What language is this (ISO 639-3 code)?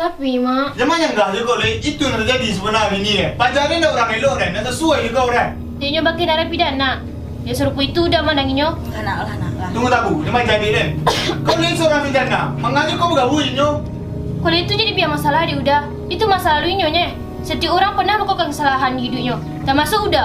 min